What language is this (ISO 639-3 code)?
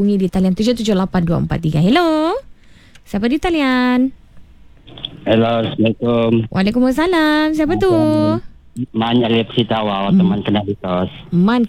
msa